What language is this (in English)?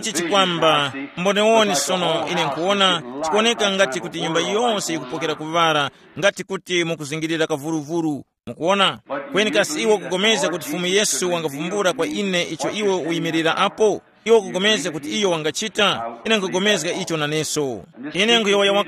Tumbuka